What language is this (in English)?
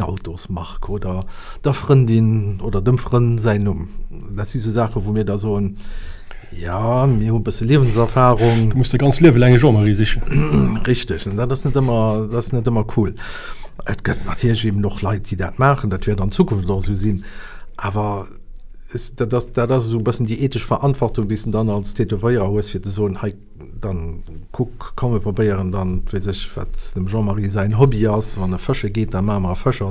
Luxembourgish